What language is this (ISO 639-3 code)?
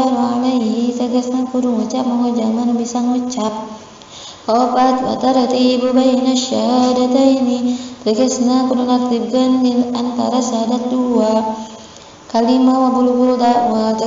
sun